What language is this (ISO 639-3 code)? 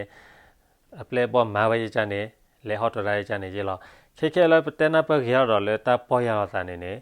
ksw